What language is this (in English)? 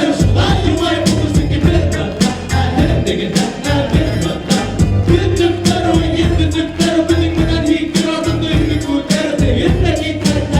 Bashkir